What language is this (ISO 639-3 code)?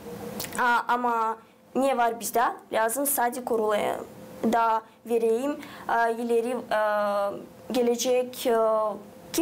gag